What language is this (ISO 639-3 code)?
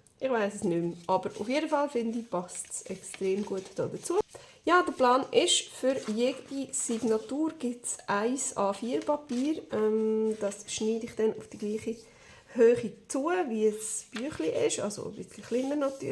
gsw